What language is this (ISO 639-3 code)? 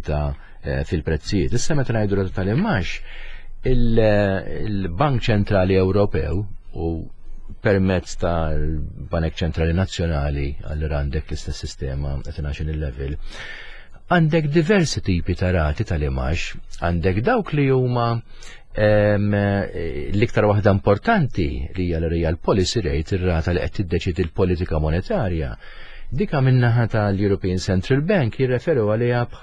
mlt